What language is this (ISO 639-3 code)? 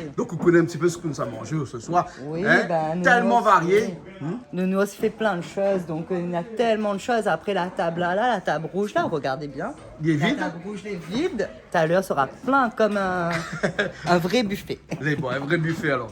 rcf